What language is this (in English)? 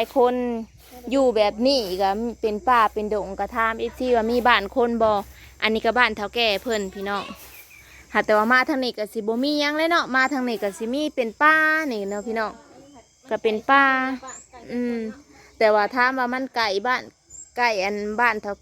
Northeastern Thai